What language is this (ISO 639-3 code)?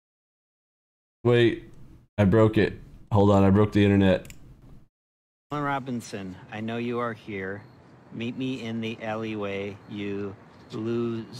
eng